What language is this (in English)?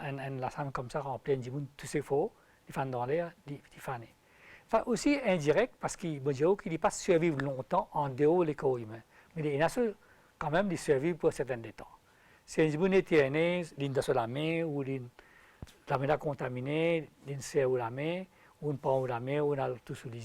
Morisyen